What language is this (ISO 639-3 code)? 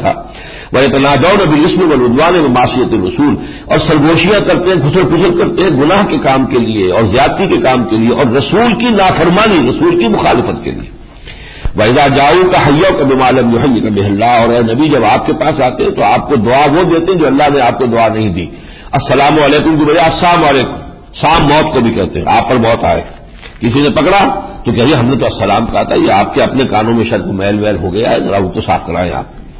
urd